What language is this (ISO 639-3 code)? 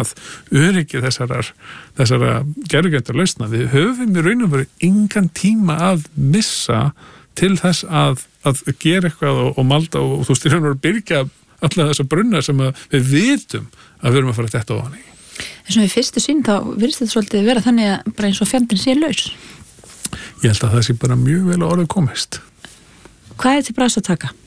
isl